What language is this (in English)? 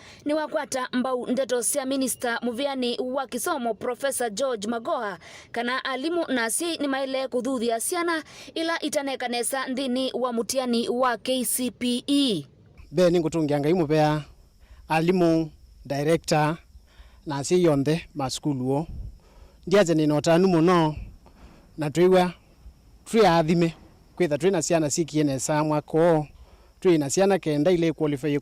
Kamba